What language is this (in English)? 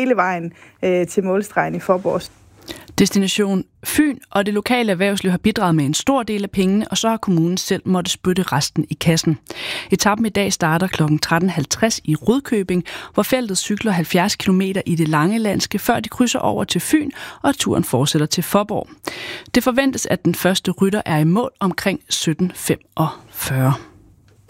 Danish